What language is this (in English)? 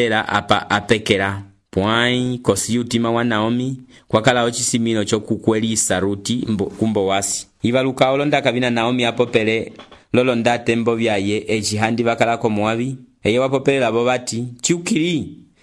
Umbundu